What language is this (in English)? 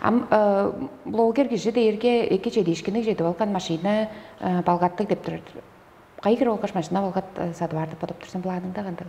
Tuvinian